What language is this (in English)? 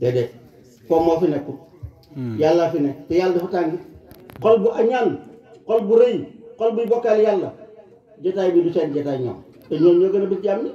Wolof